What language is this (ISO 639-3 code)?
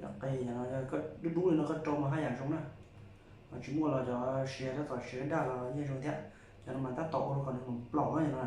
hmn